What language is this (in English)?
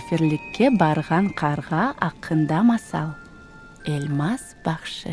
Crimean Tatar